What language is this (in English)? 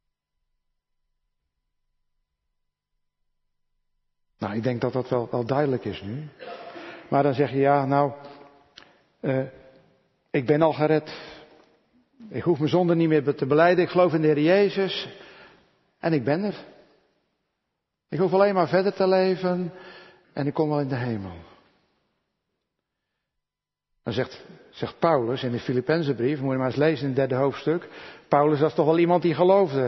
Dutch